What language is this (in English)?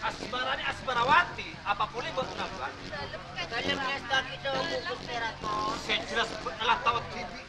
Madurese